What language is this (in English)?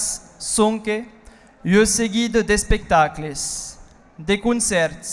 Occitan